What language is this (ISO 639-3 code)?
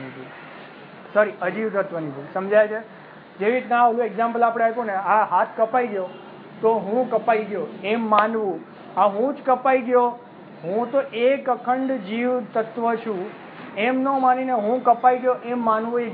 guj